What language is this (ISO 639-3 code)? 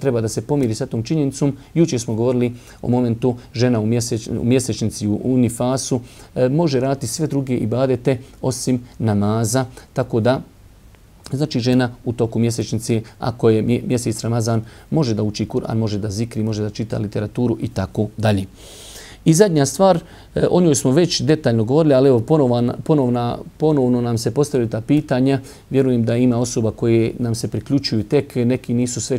bos